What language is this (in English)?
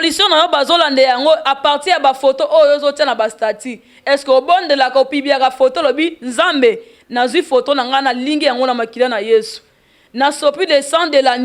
Lingala